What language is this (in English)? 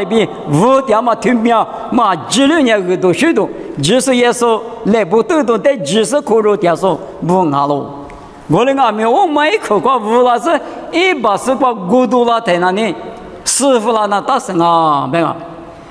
Lisu